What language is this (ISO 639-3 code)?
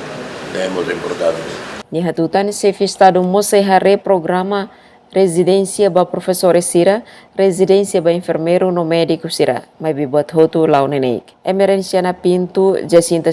tet